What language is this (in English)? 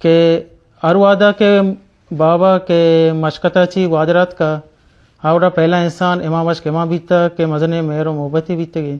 Baluchi